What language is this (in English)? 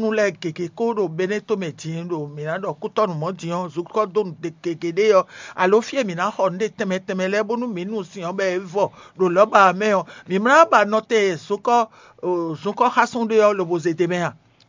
Fon